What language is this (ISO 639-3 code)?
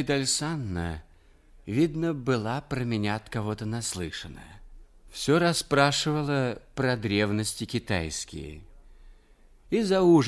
rus